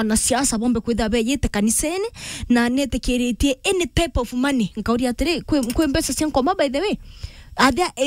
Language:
Meru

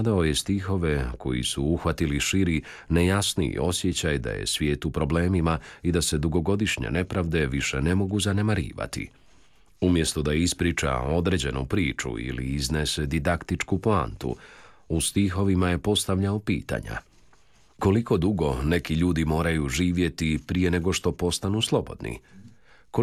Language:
Croatian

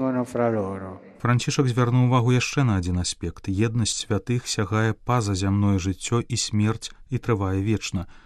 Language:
Belarusian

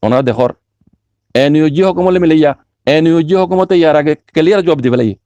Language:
Rohingya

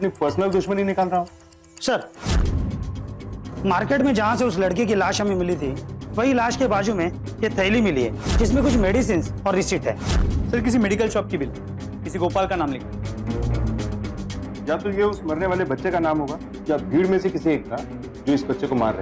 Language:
Hindi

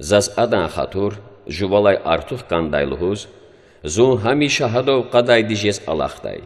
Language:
Lezghian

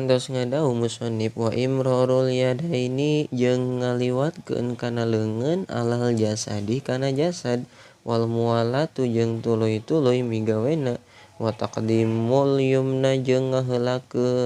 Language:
Sundanese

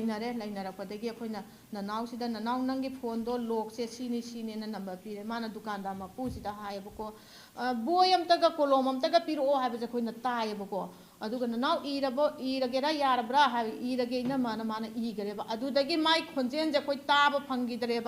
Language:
Manipuri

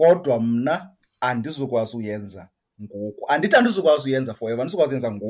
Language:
Xhosa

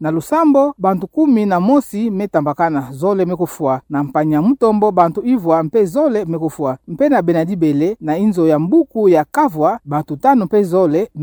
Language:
Kituba (Democratic Republic of Congo)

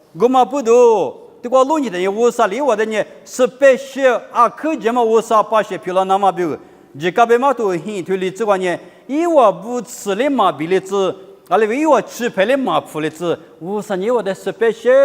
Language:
Lisu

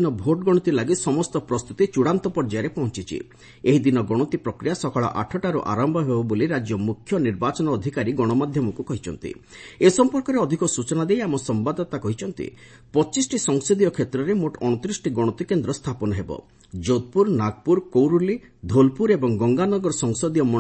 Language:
Odia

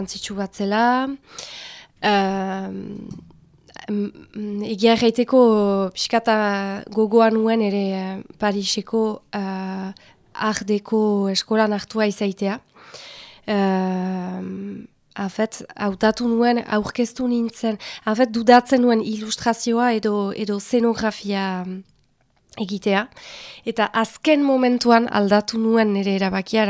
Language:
Basque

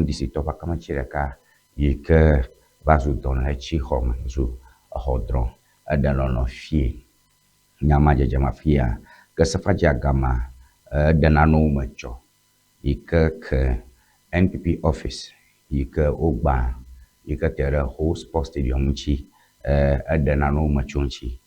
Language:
Ewe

